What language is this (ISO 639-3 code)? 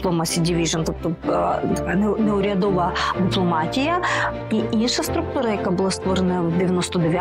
ukr